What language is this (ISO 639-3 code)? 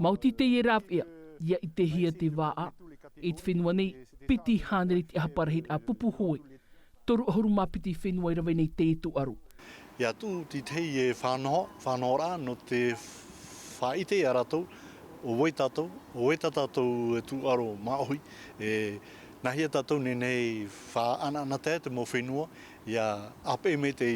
tah